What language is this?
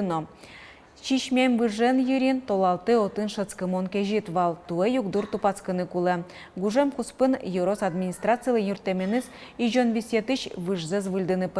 Udmurt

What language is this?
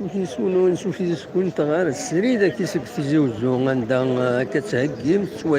Kabyle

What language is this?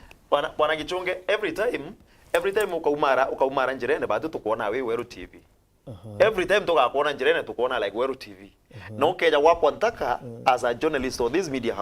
Meru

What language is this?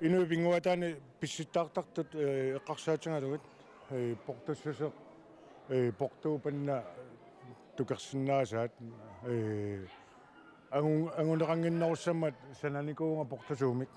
Kalaallisut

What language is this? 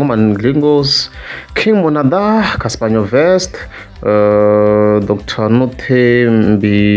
Tsonga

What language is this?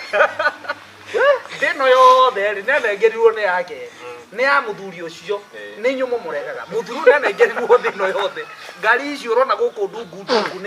Kikuyu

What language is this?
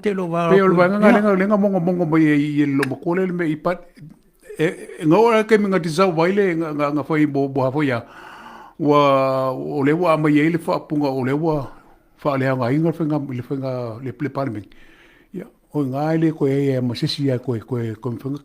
Samoan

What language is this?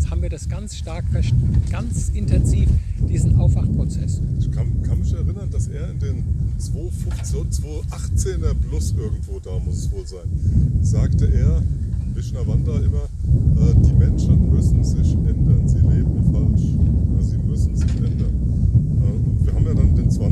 German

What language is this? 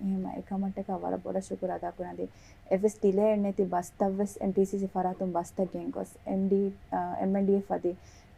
Divehi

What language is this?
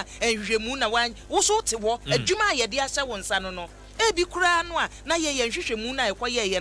Akan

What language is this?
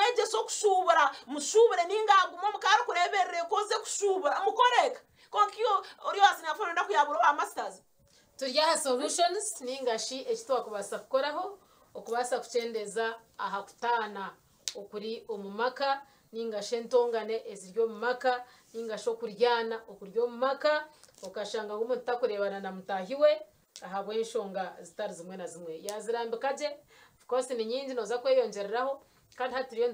Nyankole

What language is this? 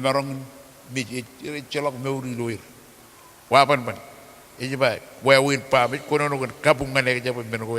Marshallese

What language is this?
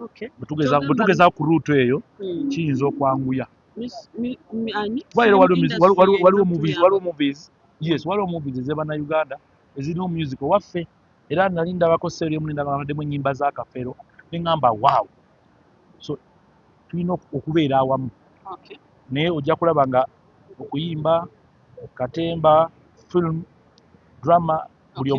Ganda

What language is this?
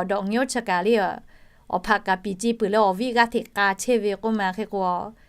Lahu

